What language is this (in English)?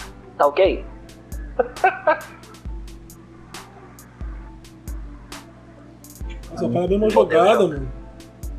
Portuguese